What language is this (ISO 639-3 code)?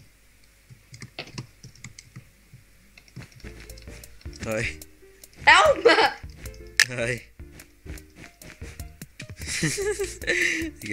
nld